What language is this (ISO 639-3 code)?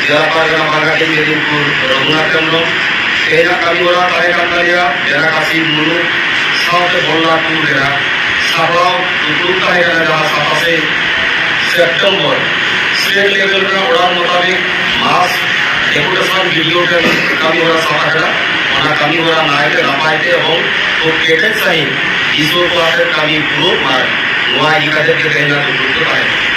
sat